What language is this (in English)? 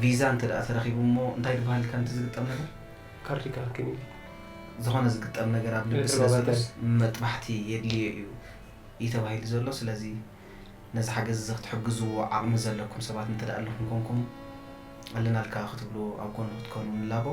Tigrinya